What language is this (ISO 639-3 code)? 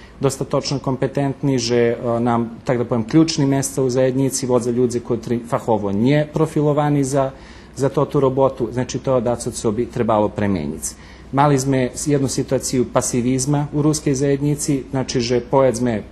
rue